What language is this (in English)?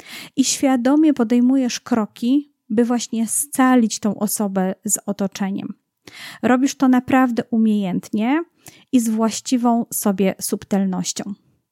Polish